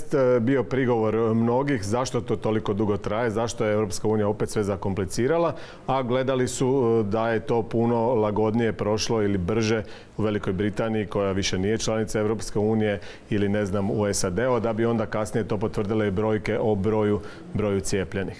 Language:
Croatian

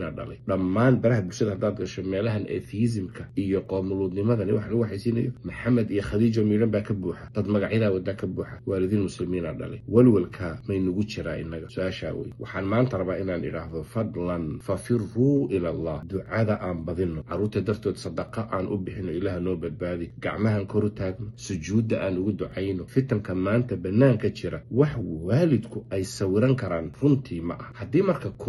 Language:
Somali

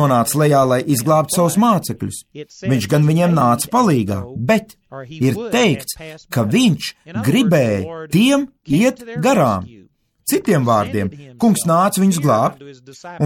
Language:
Latvian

